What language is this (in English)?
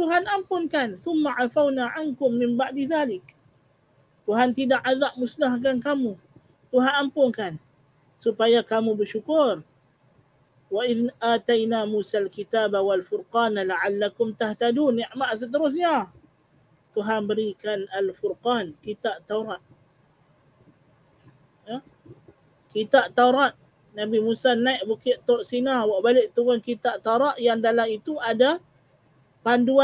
Malay